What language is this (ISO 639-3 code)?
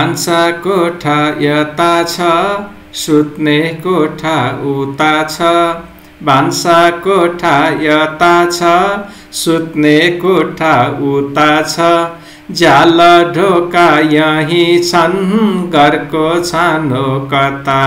nep